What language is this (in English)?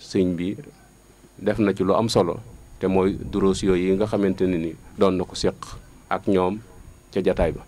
Wolof